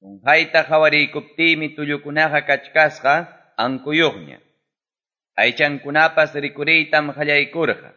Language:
Ayacucho Quechua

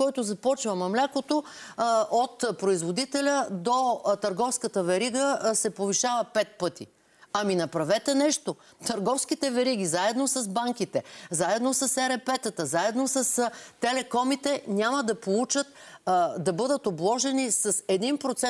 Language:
Bulgarian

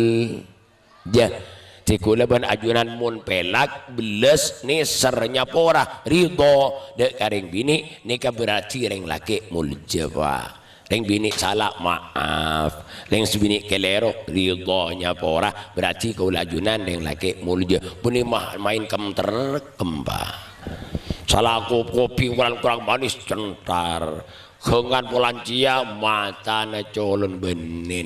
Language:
Madurese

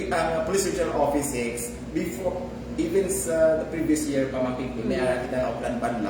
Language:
Hiligaynon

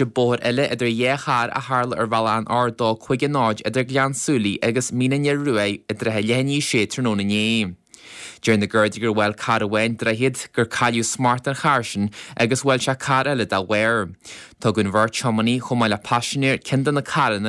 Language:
Irish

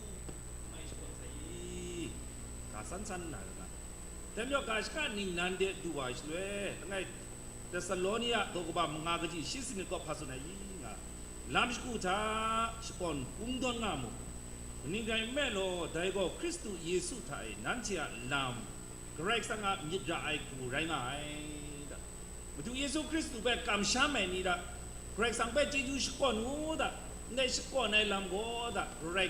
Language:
Kachin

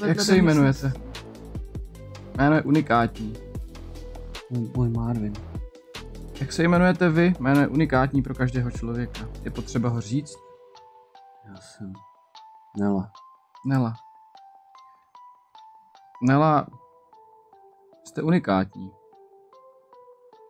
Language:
Czech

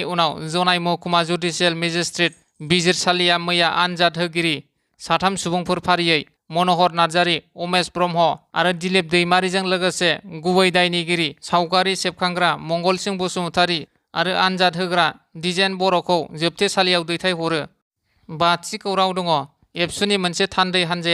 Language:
Bodo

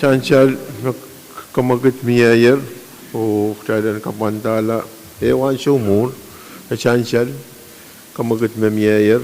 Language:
Pohnpeian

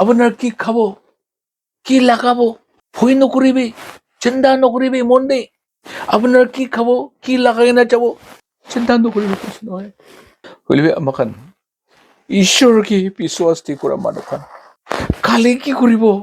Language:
Naga Pidgin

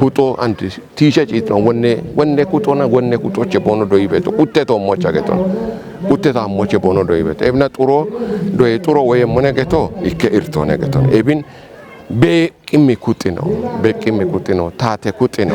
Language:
Kafa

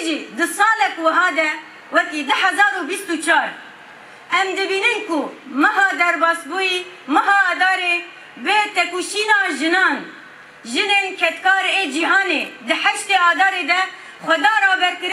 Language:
Kurdish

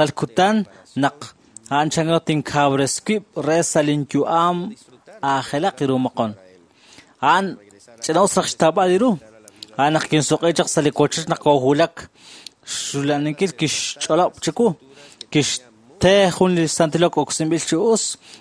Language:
Kekchí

